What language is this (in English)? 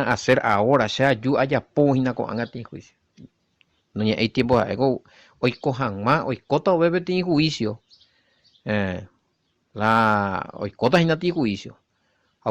Guarani